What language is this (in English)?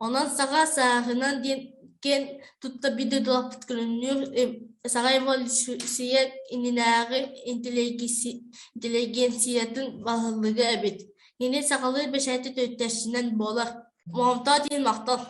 Yakut